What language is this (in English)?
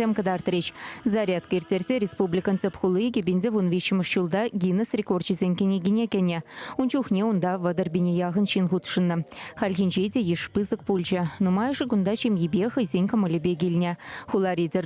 Chuvash